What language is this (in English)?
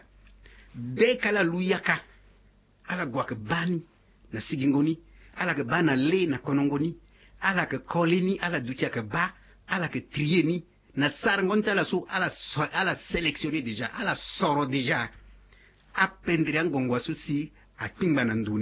Sango